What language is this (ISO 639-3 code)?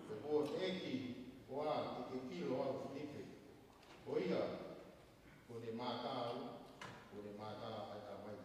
ton